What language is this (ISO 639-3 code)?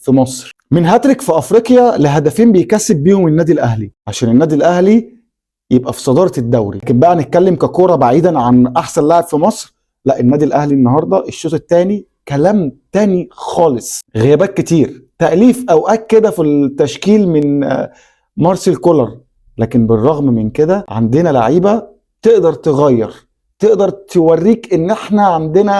arz